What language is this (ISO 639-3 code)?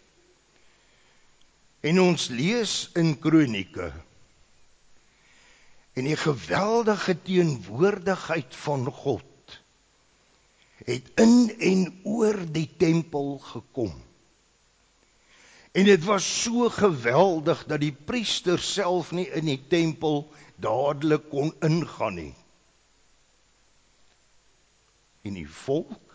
afr